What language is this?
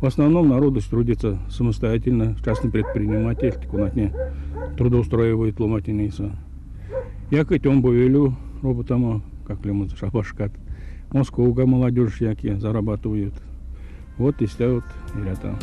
Erzya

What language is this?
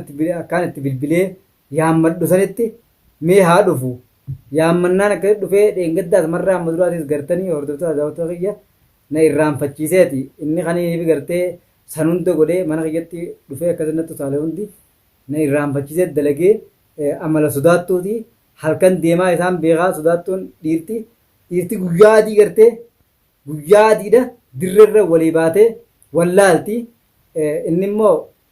Oromo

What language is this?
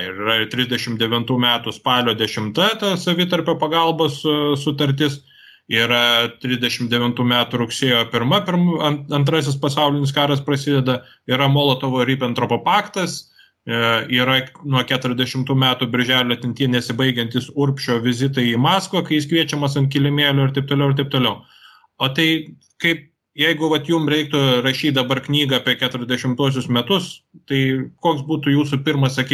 Lithuanian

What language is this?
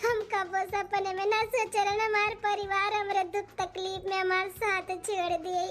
Awadhi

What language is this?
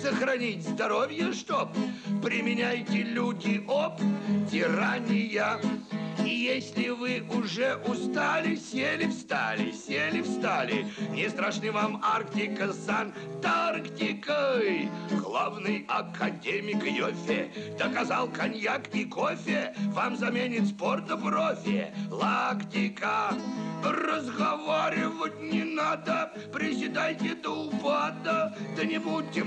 Russian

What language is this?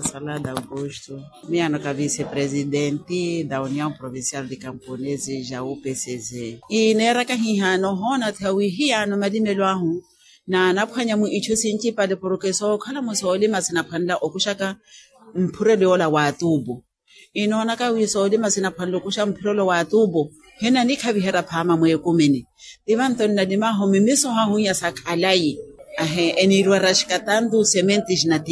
Makhuwa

